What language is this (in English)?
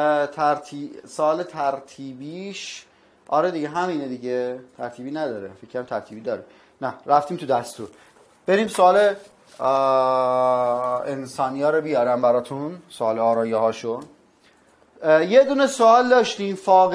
Persian